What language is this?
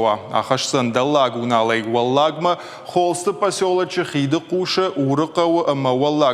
Ossetic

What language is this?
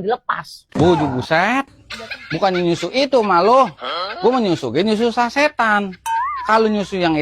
Betawi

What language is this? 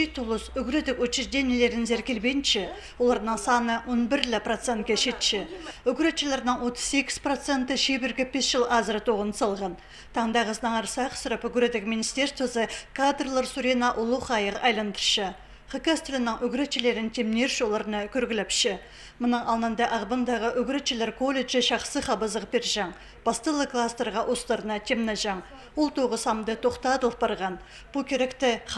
Khakas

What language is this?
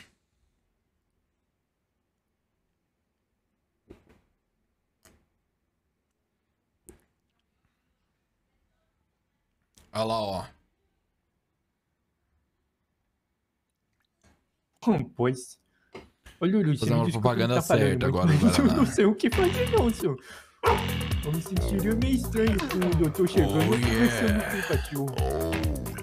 Portuguese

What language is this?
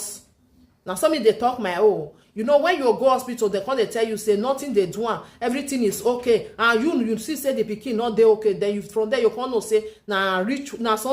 Nigerian Pidgin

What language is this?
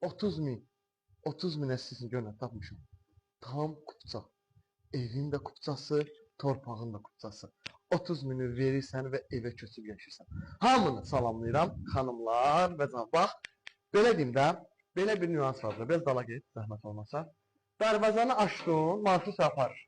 Azerbaijani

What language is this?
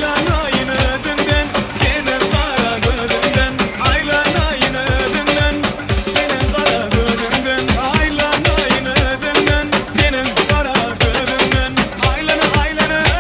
Turkmen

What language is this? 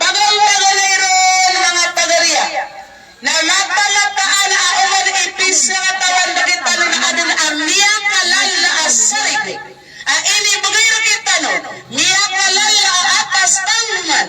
Maranao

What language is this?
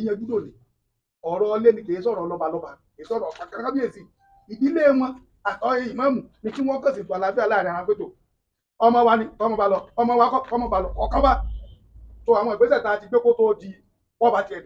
Yoruba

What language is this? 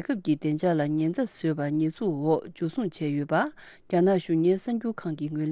Tibetan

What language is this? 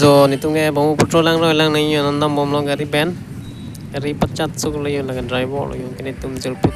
Karbi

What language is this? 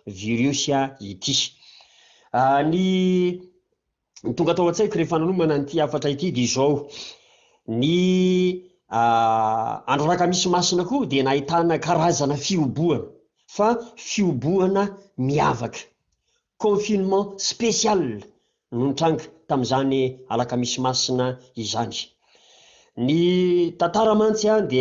Malagasy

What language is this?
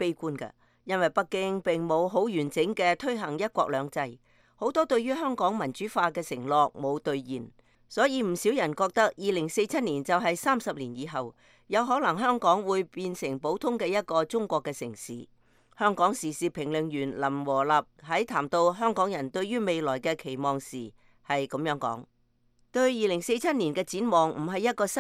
Cantonese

